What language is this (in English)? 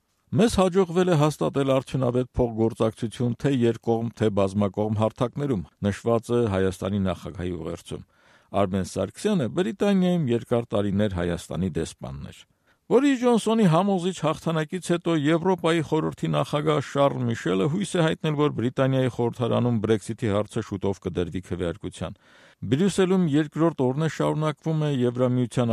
Armenian